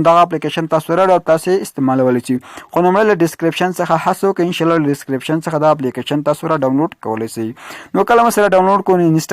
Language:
Pashto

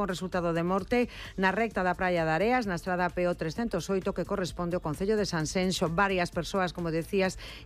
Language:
Galician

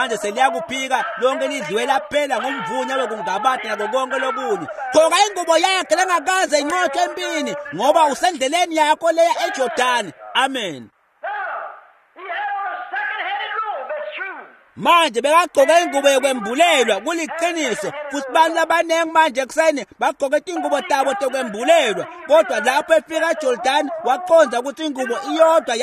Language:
Swati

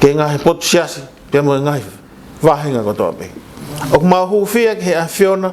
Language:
Tongan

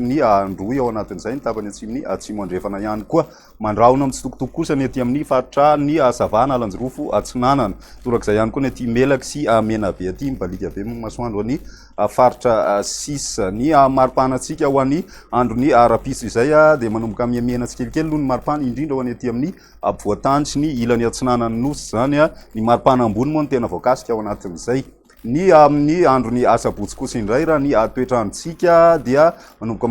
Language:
Malagasy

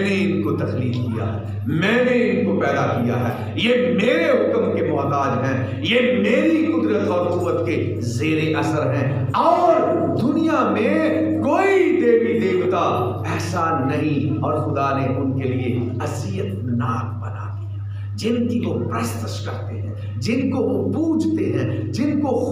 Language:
Urdu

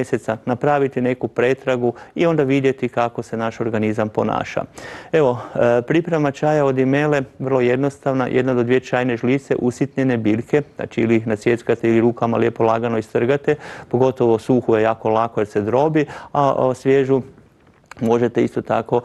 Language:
Croatian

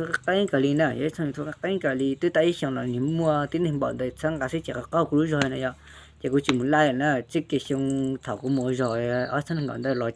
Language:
Hmong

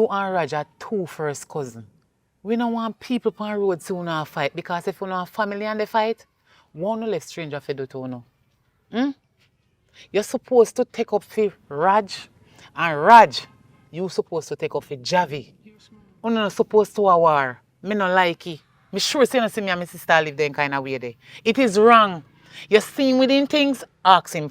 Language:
Jamaican Creole English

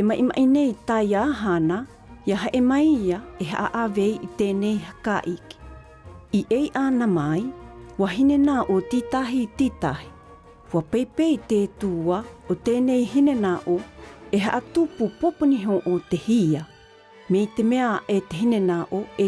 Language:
South Marquesan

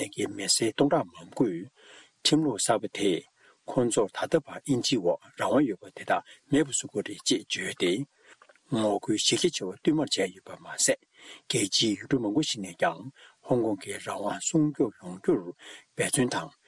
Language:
Tibetan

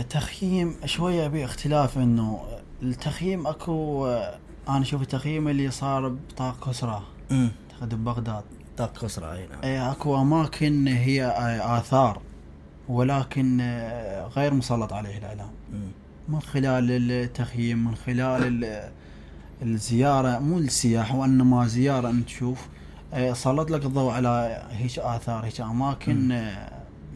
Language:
Mesopotamian Arabic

